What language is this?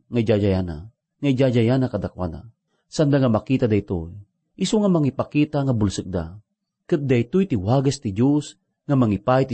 Iloko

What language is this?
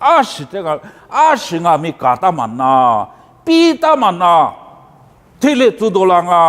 Lisu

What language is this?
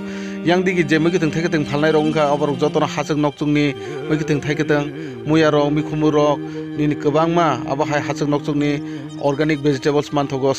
Kok Borok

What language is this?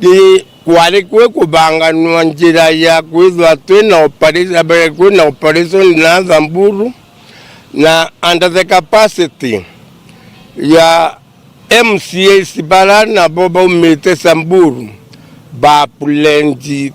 Meru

